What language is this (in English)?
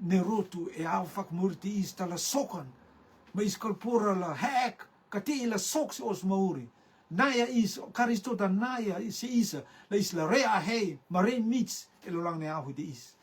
Rotuman